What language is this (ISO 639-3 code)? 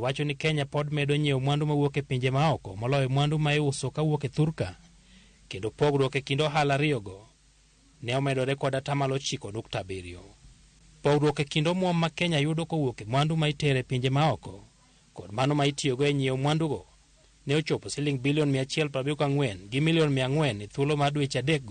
luo